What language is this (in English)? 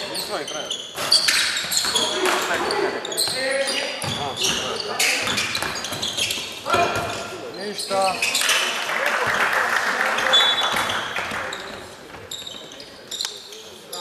Croatian